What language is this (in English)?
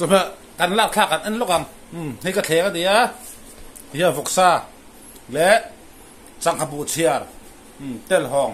Mizo